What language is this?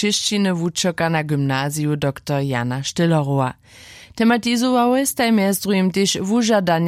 Upper Sorbian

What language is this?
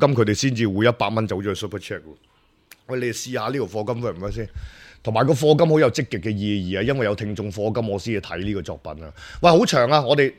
Cantonese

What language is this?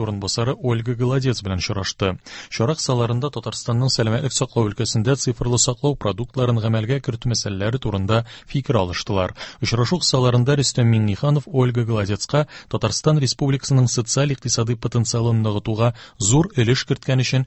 Tatar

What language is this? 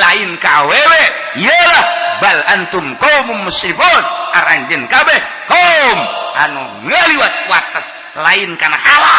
Sundanese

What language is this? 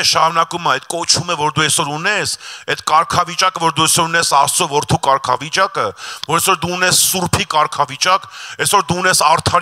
Armenian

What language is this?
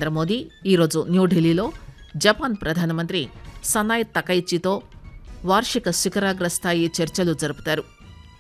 Telugu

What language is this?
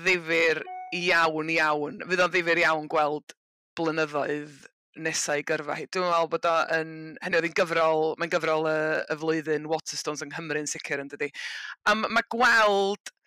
Welsh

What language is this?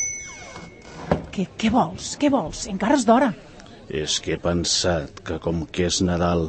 Catalan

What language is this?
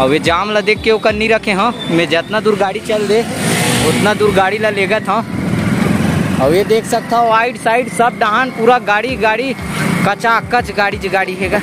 Chhattisgarhi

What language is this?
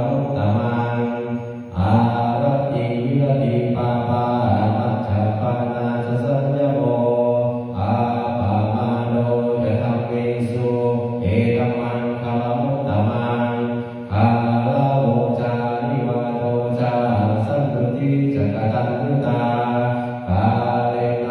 Pali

